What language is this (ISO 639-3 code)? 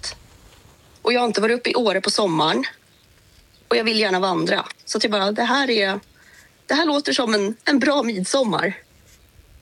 swe